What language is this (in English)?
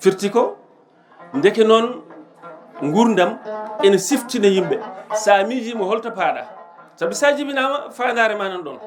Fula